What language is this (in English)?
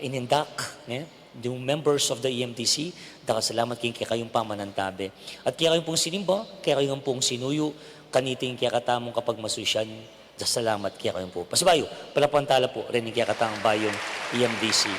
Pampanga